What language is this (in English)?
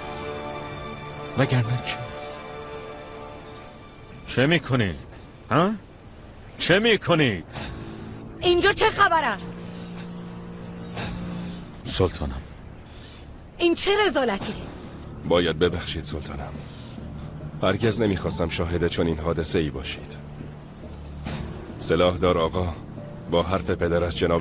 Persian